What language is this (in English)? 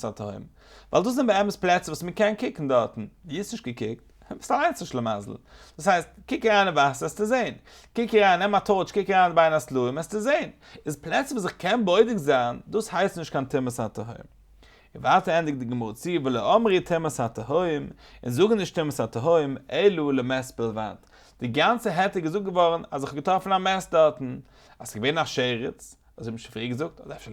Yiddish